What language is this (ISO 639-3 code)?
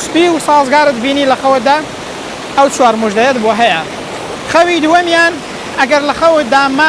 ckb